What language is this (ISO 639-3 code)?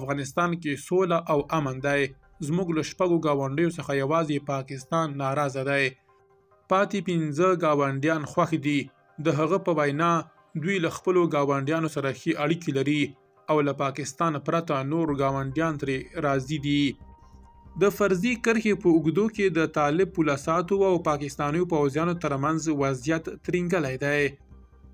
pus